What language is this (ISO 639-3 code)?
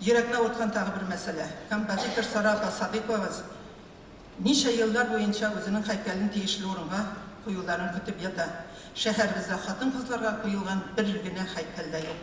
tat